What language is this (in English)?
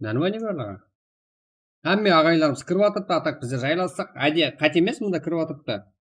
Kara-Kalpak